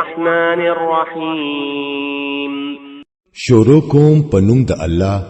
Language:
Pashto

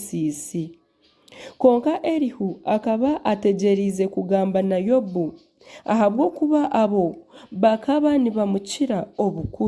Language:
Nyankole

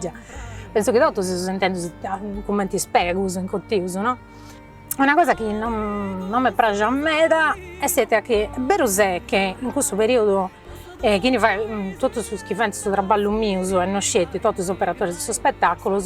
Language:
Sardinian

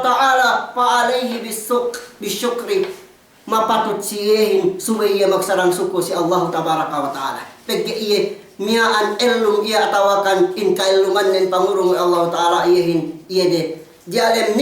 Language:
Yakan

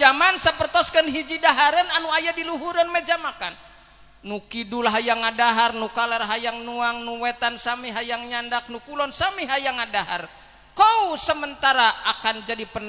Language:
Sundanese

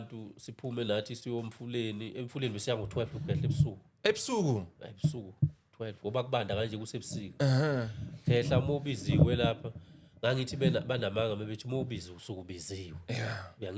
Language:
Zulu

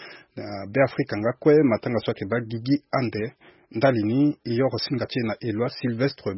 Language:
Sango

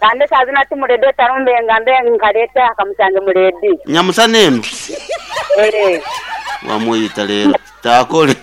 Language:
Nyoro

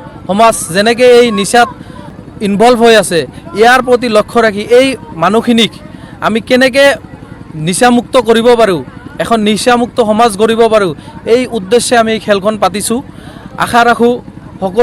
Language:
Assamese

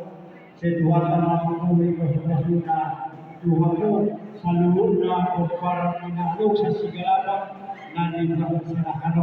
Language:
Batak Toba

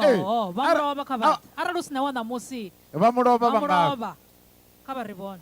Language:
Venda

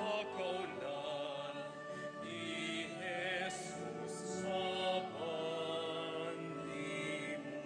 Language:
Pampanga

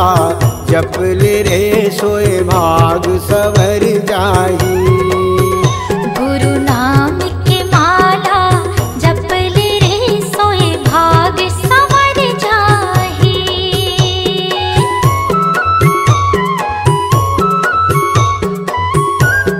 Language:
Chhattisgarhi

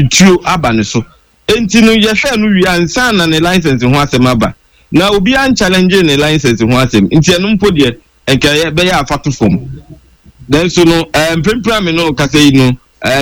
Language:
Akan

